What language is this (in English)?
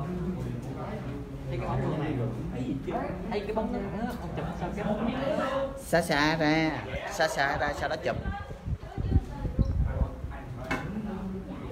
Vietnamese